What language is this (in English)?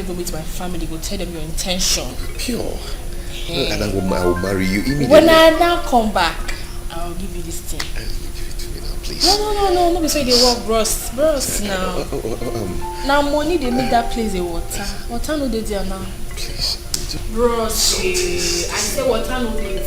Nigerian Pidgin